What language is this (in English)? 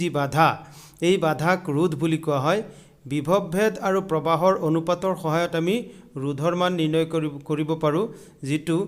Assamese